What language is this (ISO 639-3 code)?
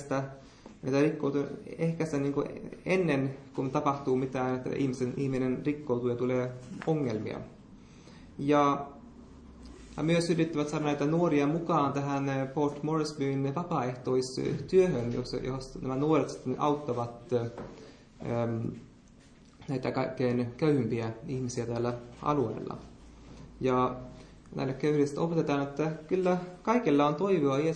fin